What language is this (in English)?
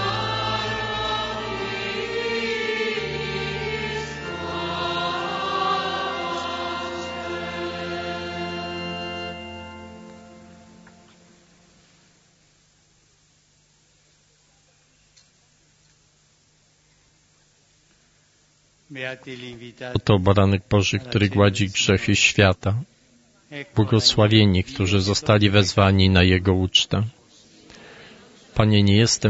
Polish